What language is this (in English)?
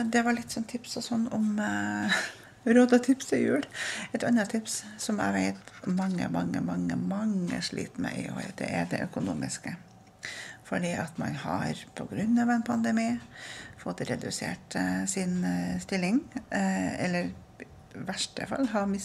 Norwegian